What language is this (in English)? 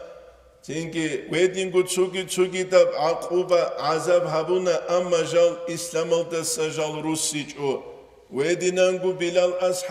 Avaric